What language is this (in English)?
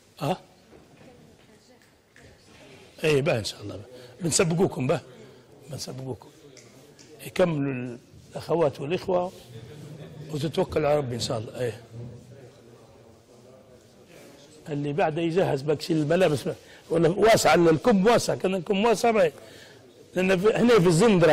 Libyan Arabic